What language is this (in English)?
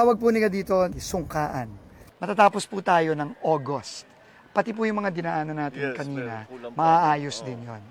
Filipino